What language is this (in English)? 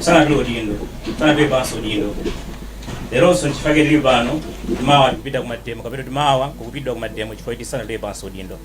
Nyanja